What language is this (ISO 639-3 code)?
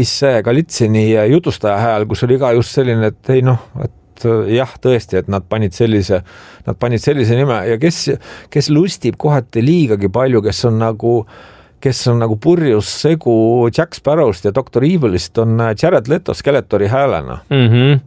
est